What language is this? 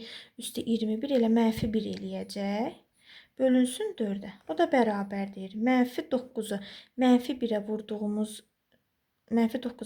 Azerbaijani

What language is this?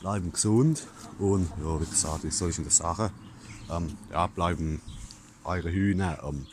Palatine German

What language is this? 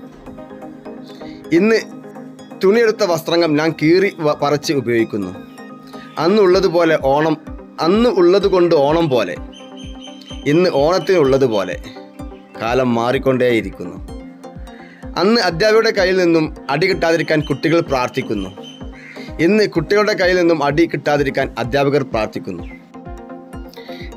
Malayalam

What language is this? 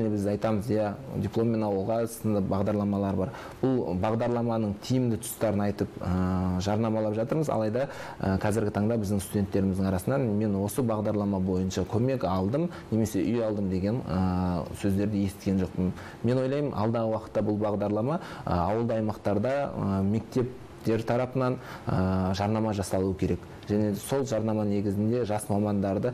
Kazakh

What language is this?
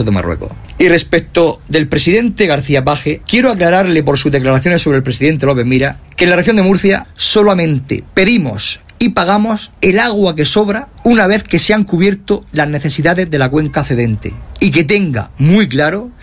Spanish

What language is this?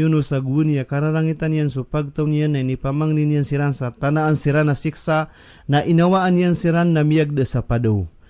Maranao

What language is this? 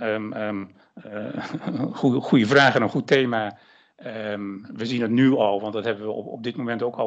Dutch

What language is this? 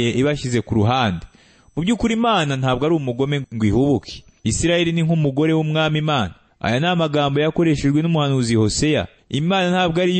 Kinyarwanda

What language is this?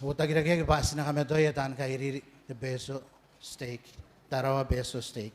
Gilbertese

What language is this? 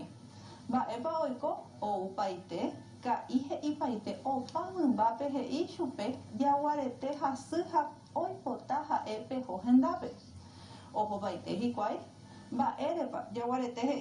Guarani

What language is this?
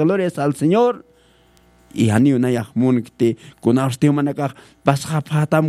Aymara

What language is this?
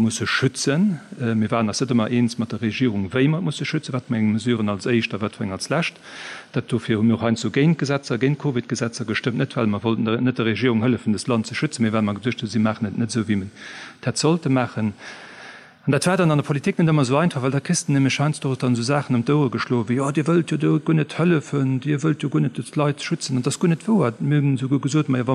Luxembourgish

